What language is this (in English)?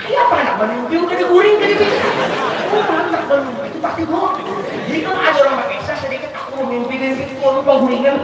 Banjar